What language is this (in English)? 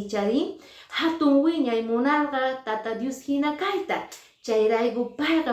Quechua